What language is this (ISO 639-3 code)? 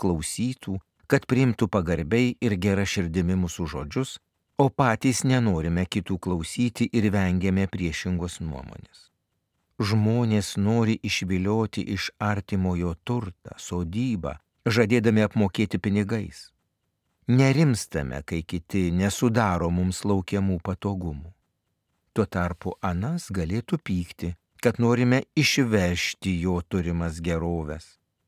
lit